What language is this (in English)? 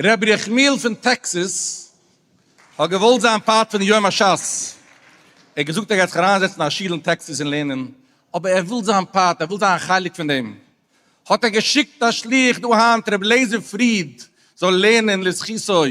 Yiddish